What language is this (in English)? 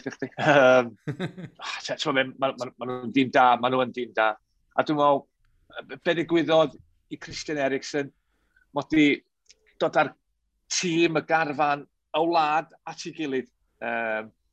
Welsh